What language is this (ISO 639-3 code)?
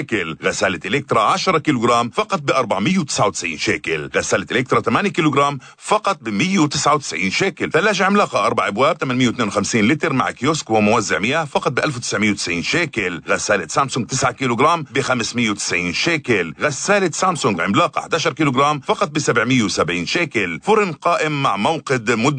apc